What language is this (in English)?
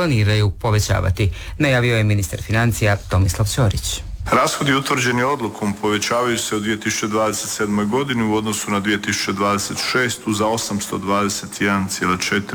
Croatian